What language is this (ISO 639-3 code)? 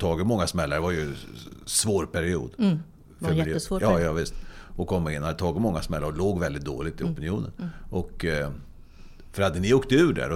swe